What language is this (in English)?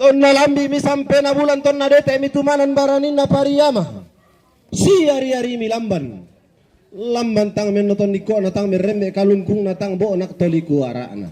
Toraja-Sa'dan